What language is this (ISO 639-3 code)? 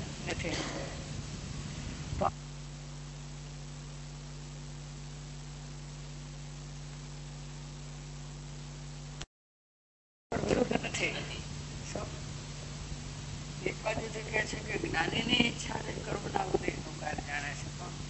guj